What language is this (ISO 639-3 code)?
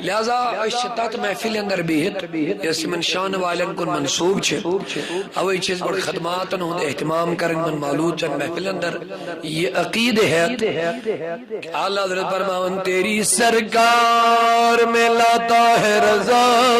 kas